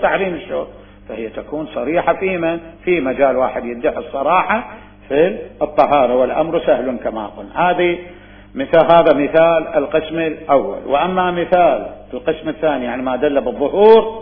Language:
Mesopotamian Arabic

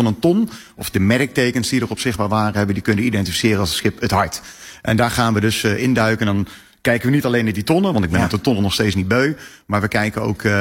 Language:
Dutch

